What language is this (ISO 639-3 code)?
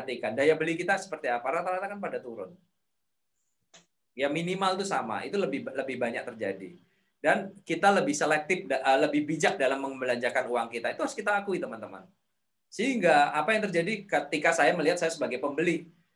ind